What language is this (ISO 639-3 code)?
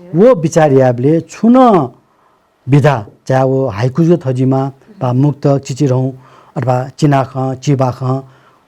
new